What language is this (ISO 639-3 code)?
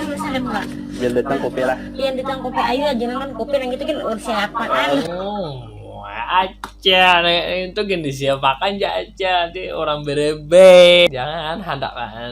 bjn